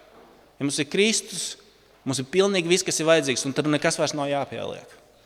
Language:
Latvian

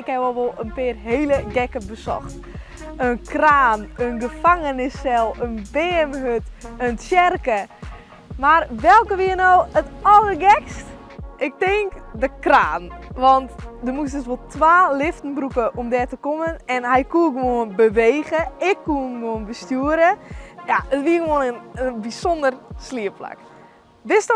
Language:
Western Frisian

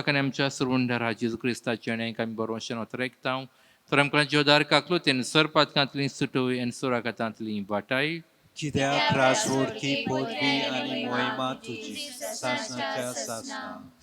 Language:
Konkani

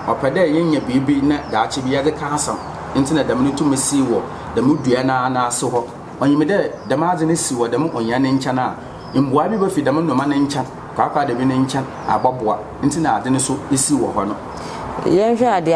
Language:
Akan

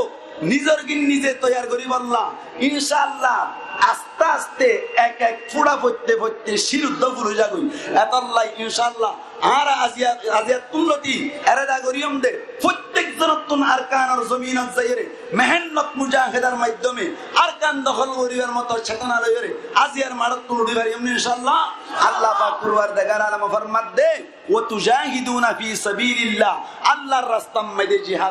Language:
Rohingya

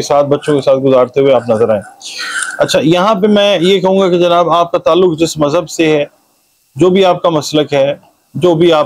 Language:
Urdu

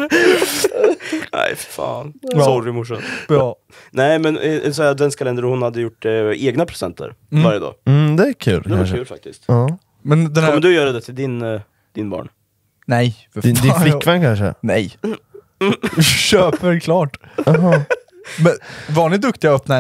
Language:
Swedish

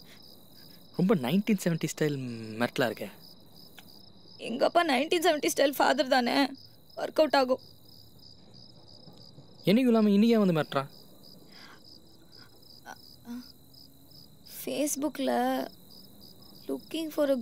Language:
Tamil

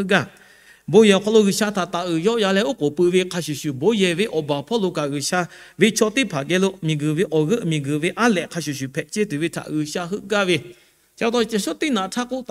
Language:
Lahu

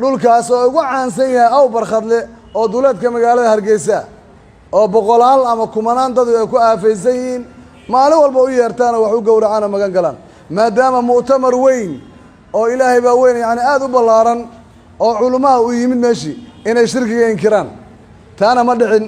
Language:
Somali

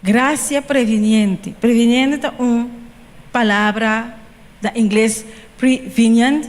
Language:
Papiamento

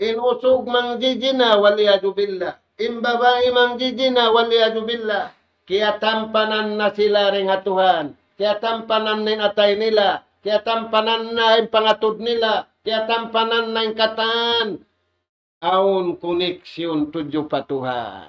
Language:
Tausug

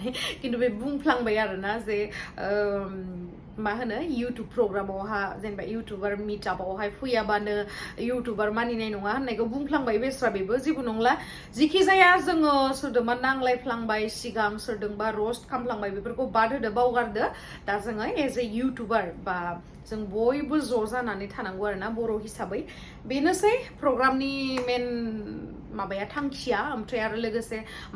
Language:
Bodo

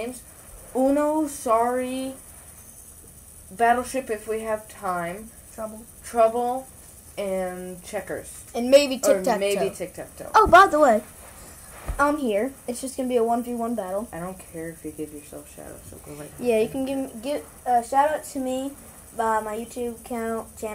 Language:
English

